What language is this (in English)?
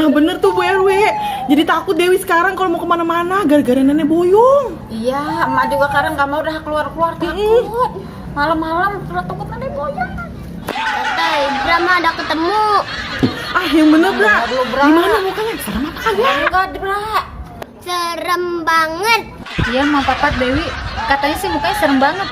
Betawi